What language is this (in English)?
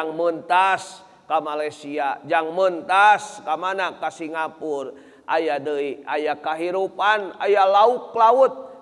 Sundanese